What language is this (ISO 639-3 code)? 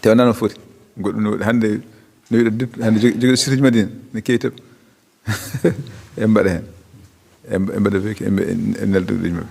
ful